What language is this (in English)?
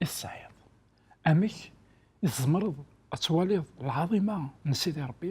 Kabyle